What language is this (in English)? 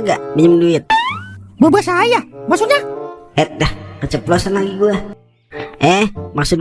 Betawi